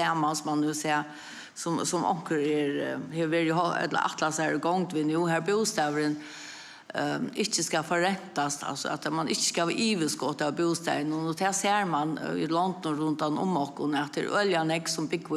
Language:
Faroese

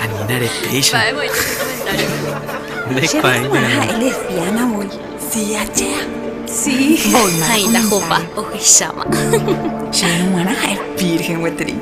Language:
Guarani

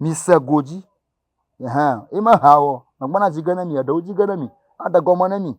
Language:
Ewe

